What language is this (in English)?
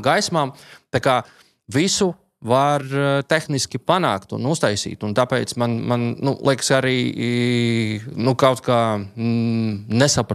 Latvian